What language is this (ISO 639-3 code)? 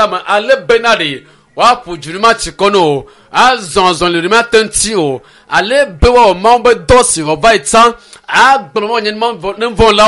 ewe